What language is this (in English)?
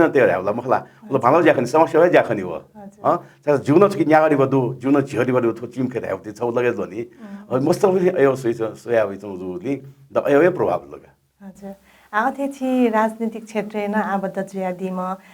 Newari